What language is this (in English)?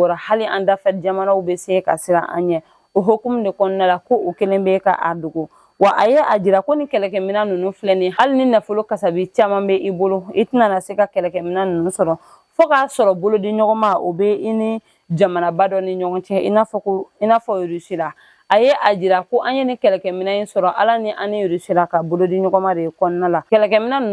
Bambara